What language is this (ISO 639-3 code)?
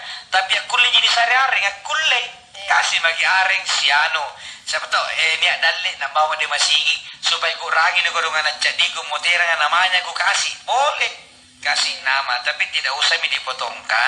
mak